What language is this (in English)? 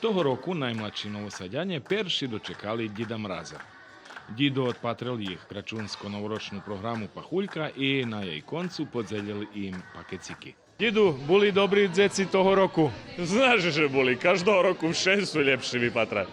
Rusyn